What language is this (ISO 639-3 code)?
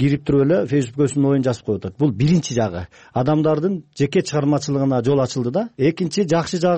kir